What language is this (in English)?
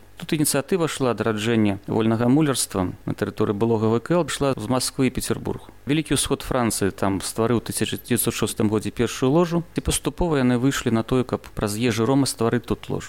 Belarusian